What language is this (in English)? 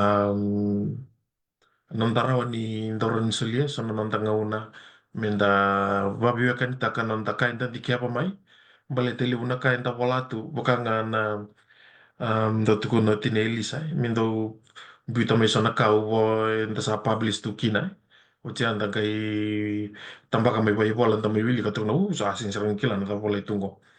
Fijian